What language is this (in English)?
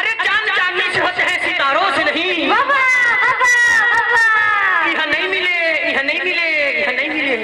Chhattisgarhi